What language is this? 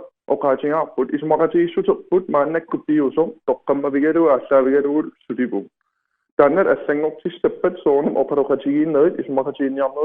Kalaallisut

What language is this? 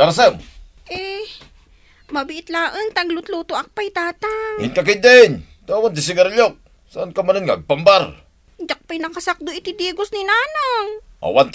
Iloko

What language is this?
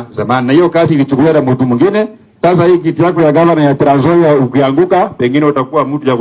Swahili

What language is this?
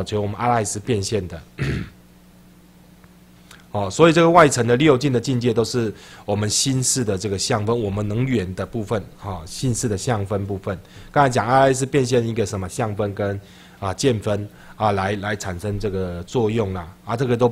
Chinese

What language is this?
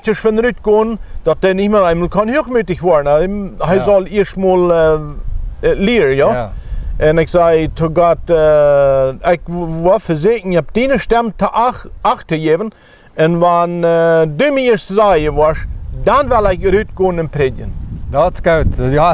Plautdietsch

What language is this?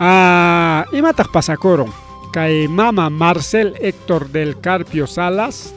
Ayacucho Quechua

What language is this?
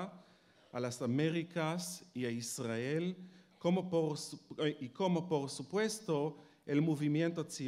Ladino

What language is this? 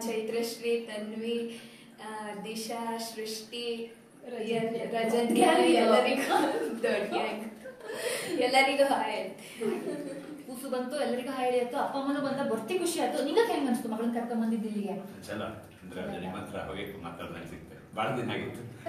Kannada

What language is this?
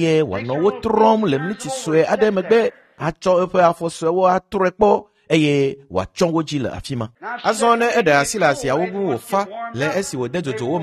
Ewe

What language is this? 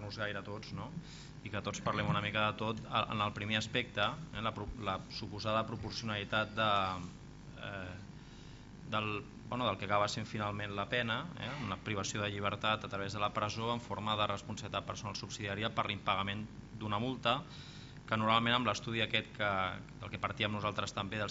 Catalan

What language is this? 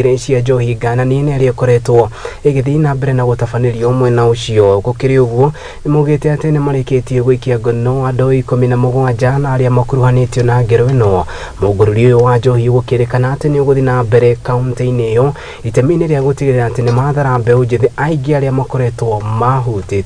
Kikuyu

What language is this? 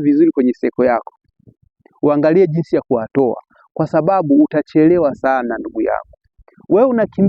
Swahili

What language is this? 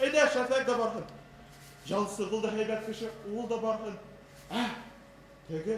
Bashkir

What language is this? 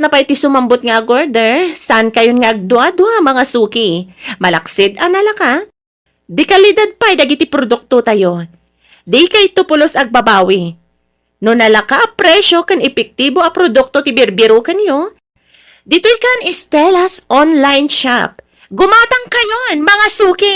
Iloko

